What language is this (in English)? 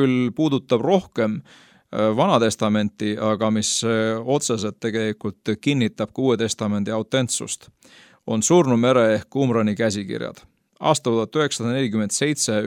Estonian